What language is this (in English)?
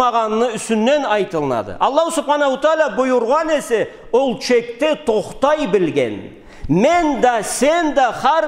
Karachay-Balkar